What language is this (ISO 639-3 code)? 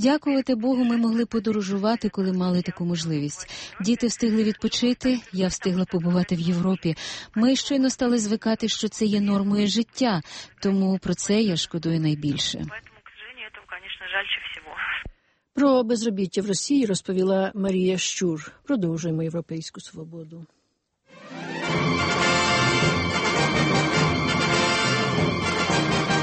ukr